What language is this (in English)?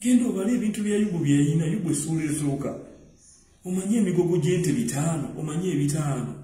Ganda